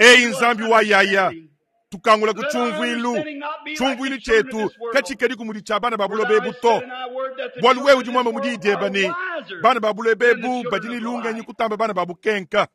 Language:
Luba-Lulua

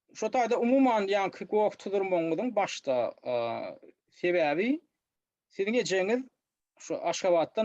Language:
Turkmen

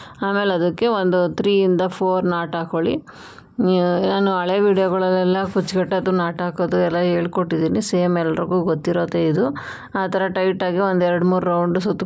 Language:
Kannada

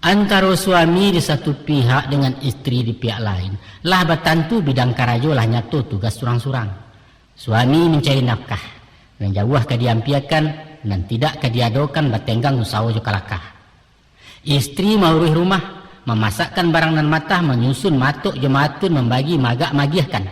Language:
Minangkabau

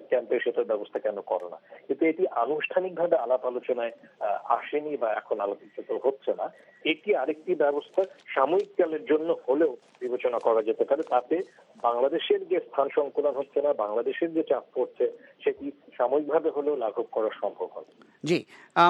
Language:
Bangla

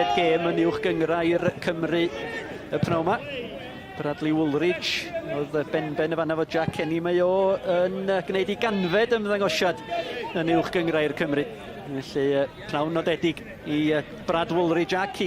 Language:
Welsh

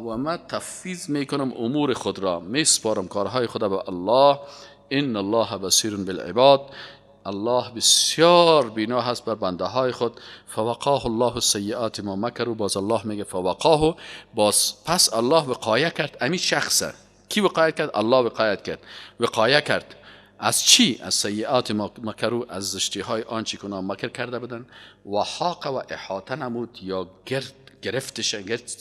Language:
Persian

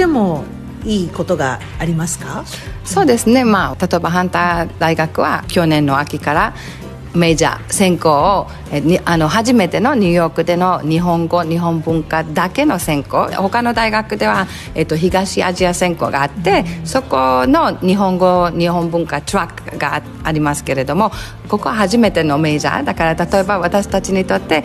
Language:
Japanese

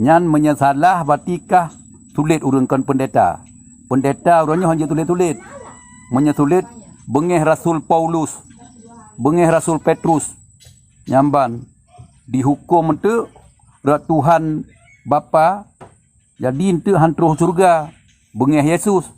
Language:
Achinese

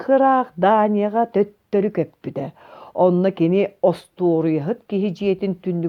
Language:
Yakut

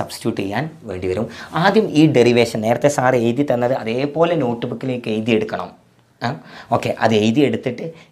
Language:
Malayalam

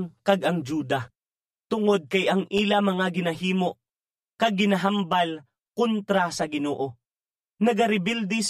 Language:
Hiligaynon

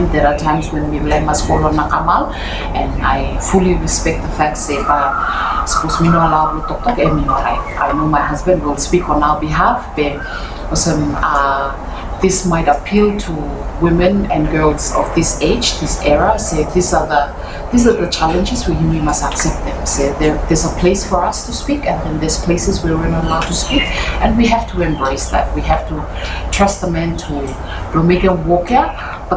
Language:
Bislama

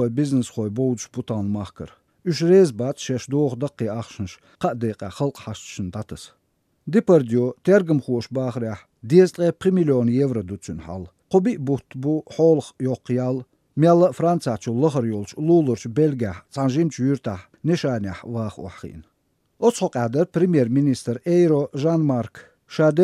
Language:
Chechen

